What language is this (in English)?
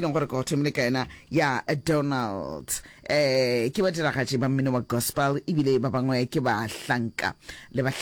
Northern Sotho